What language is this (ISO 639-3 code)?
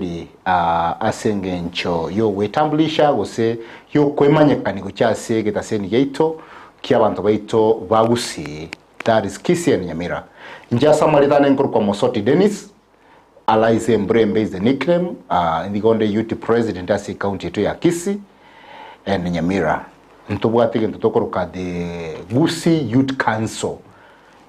guz